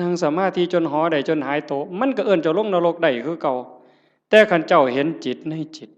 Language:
Northeastern Thai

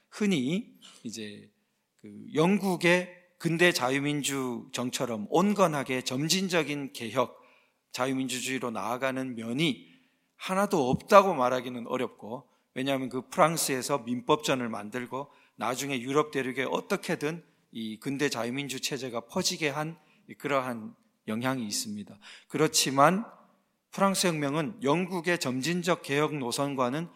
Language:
Korean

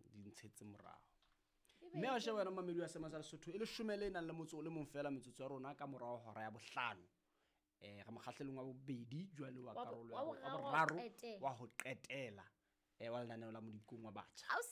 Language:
Southern Sotho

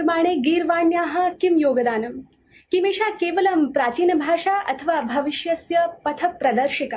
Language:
Sanskrit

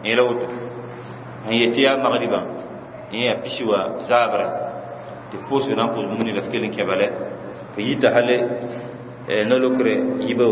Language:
Mossi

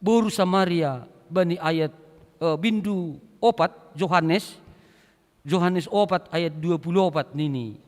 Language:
Batak Simalungun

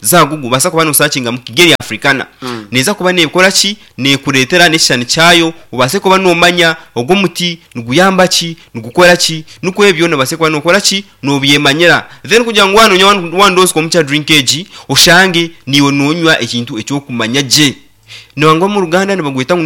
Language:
Nyankole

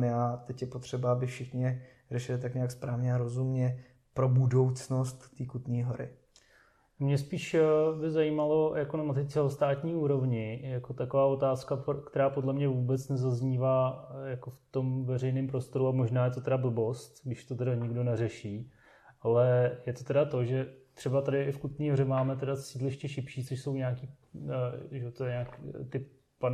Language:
Czech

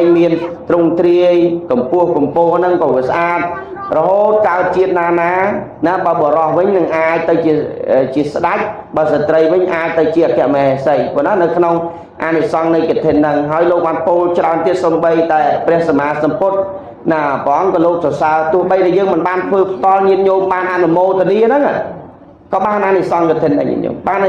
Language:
Khmer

